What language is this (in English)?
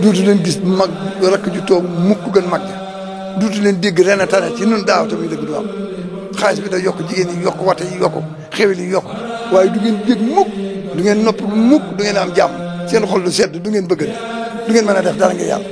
Wolof